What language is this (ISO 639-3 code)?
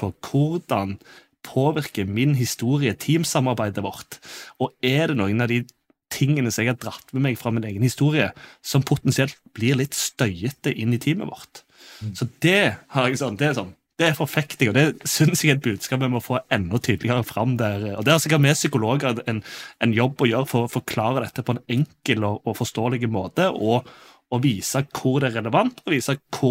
nor